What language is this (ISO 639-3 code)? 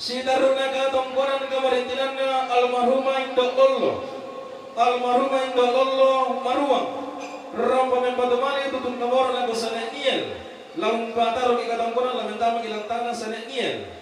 sda